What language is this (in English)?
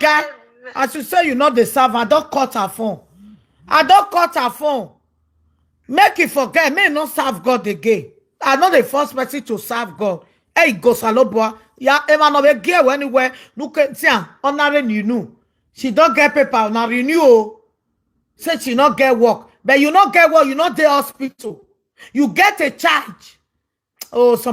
Nigerian Pidgin